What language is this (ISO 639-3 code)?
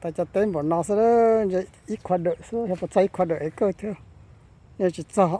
hmn